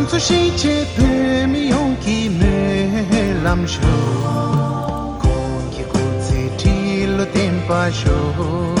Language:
Tibetan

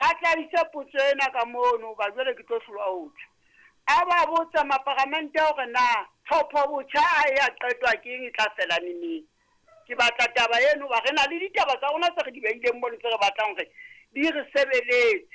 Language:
Southern Sotho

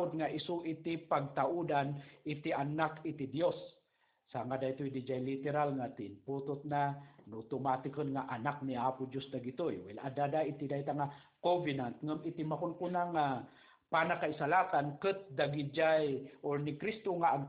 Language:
Iloko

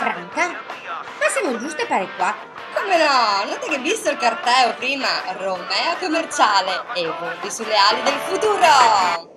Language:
Venetian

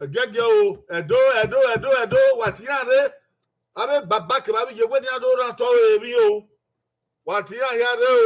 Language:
Bini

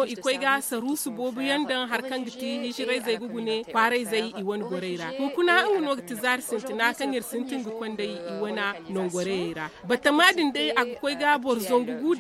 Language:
Zarma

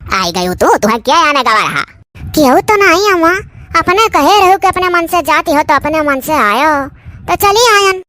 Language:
Awadhi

